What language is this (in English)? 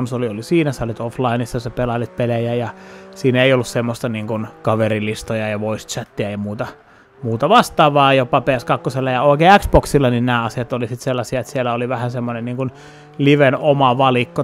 Finnish